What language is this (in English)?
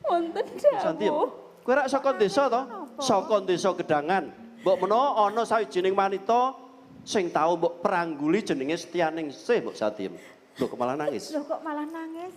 Javanese